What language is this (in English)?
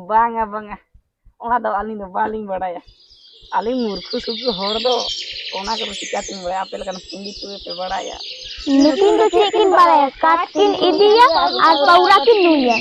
Santali